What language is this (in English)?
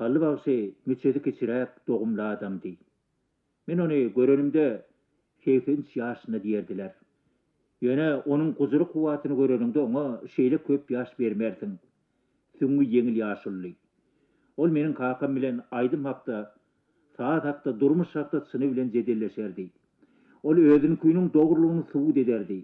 Turkmen